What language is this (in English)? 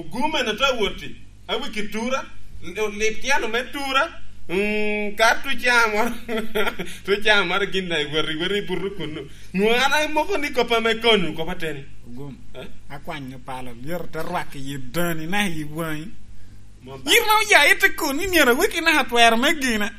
Lango (Uganda)